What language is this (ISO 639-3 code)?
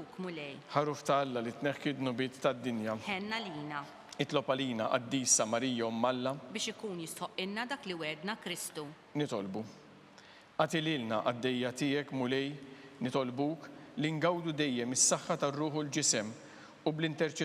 mlt